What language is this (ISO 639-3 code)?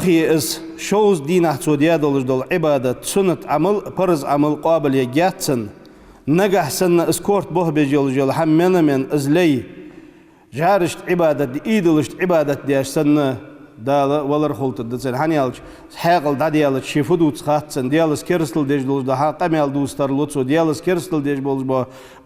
inh